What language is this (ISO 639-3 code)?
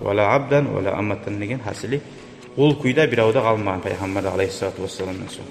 kum